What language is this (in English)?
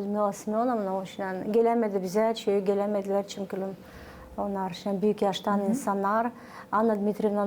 Gagauz